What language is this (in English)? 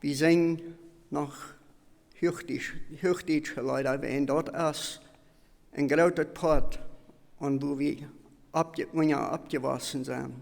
Plautdietsch